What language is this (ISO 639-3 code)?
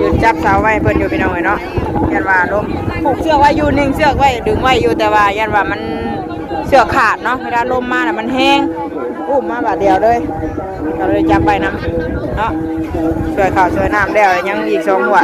tts